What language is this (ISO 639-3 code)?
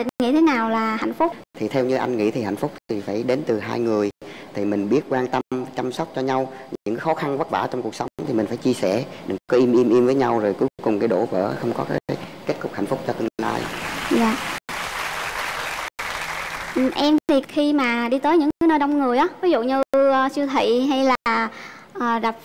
vie